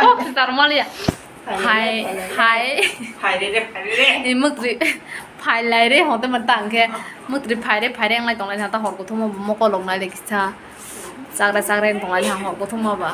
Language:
Kok Borok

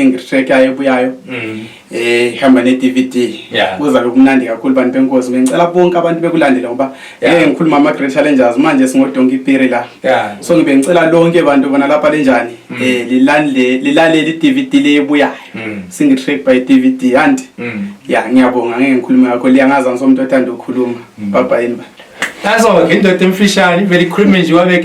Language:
North Ndebele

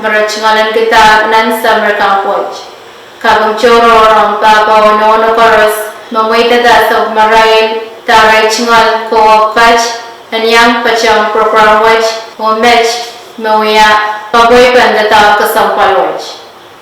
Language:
Pohnpeian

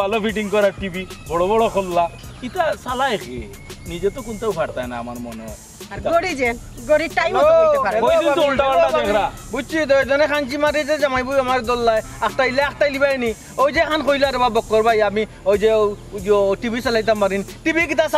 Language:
Sylheti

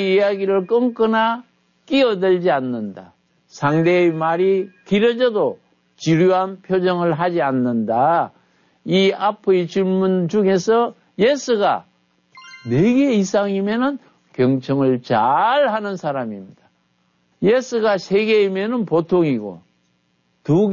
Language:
Korean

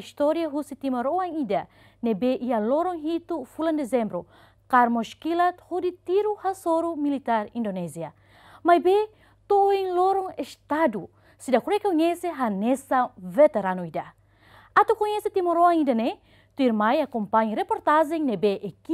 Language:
Tetum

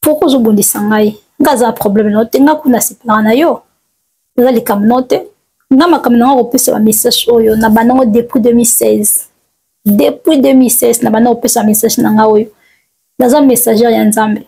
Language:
Lingala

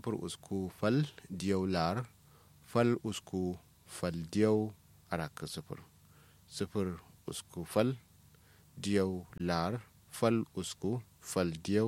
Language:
Kanuri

